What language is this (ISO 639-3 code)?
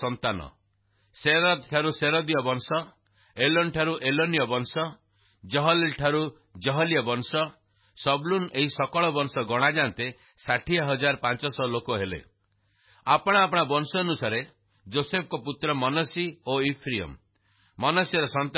ori